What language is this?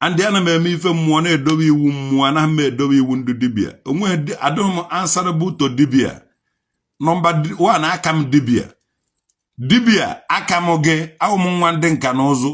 Igbo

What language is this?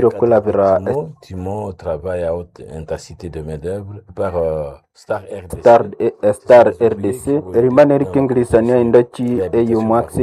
Nande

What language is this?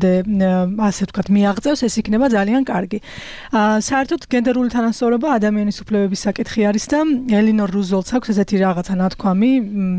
Georgian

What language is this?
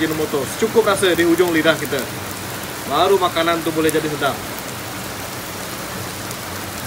Malay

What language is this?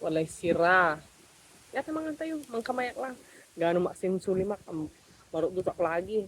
Pangasinan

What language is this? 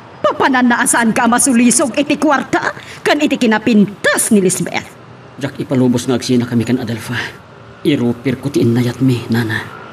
Iloko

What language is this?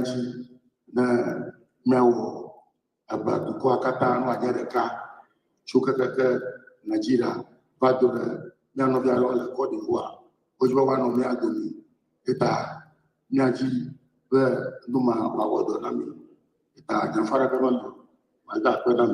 Ewe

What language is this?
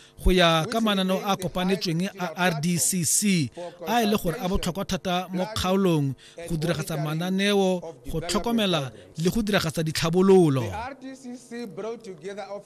Tswana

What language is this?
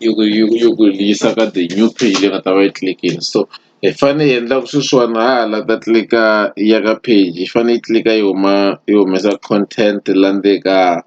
Tsonga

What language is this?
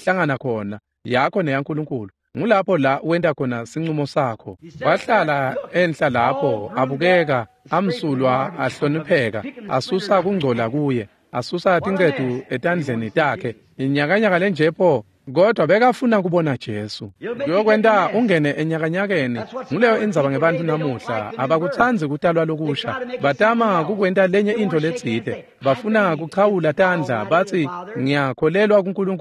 Swati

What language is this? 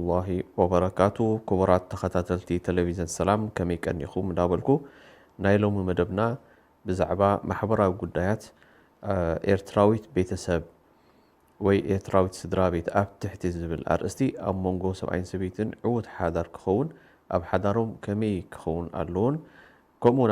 Tigrinya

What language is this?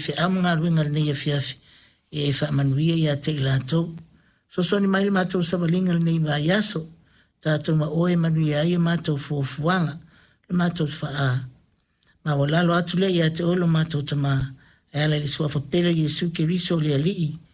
Samoan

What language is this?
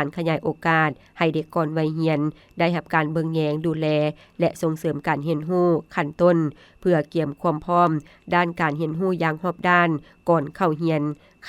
Lao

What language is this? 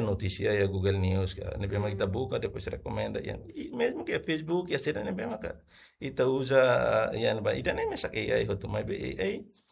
Tetum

